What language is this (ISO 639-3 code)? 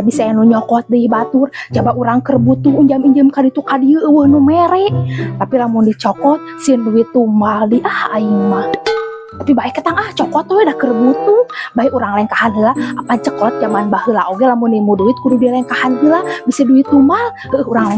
sun